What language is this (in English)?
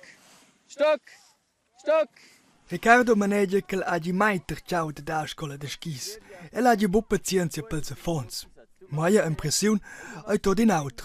Romansh